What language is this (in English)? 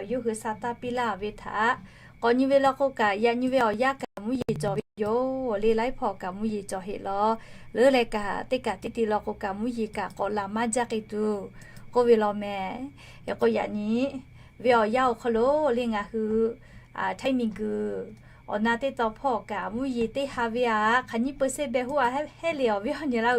Lahu